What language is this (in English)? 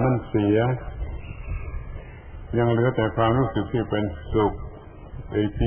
Thai